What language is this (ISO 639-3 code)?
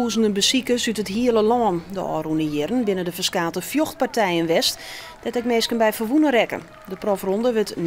fry